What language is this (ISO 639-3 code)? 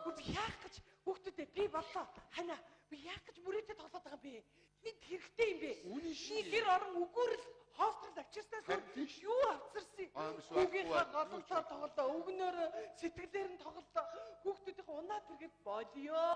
mon